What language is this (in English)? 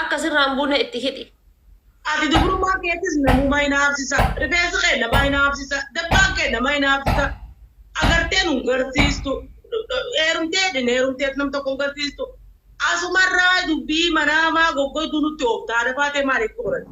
Oromo